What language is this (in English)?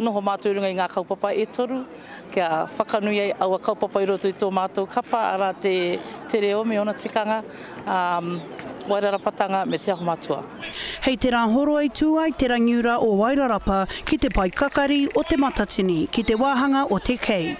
Māori